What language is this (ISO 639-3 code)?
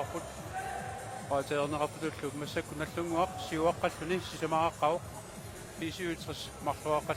kal